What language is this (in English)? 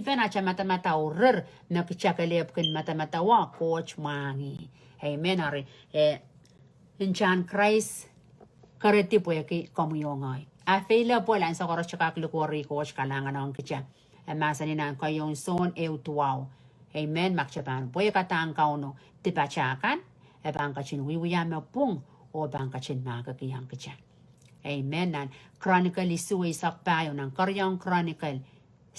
Pohnpeian